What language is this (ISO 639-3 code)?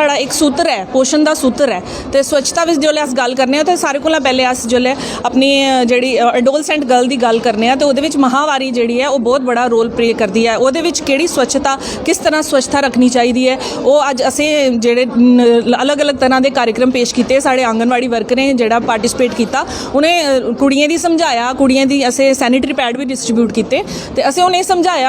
doi